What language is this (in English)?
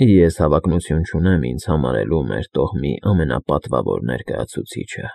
Armenian